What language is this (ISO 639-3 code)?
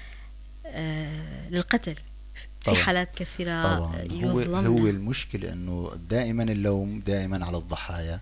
apc